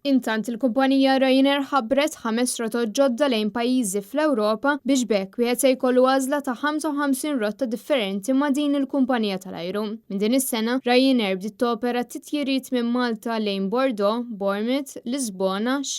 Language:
Maltese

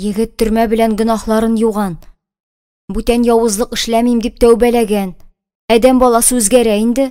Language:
Tatar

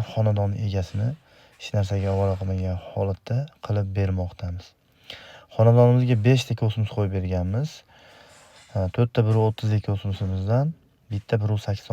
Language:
Uzbek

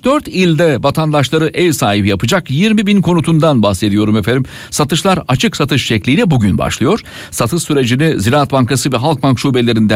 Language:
Turkish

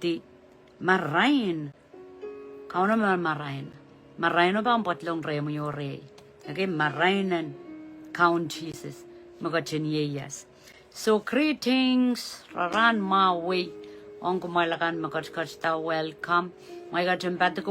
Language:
Pohnpeian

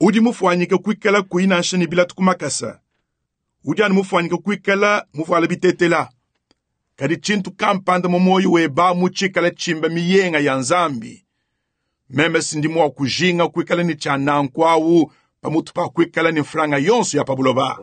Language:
Luba-Lulua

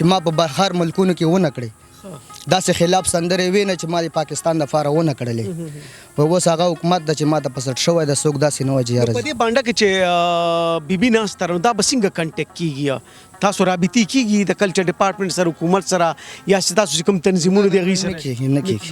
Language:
Pashto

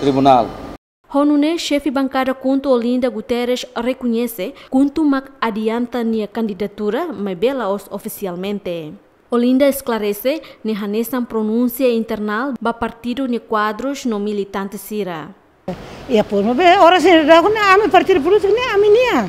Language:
Tetum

